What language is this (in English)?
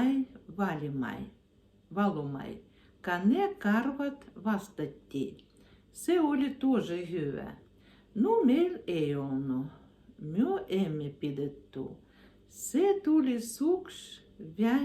Ludian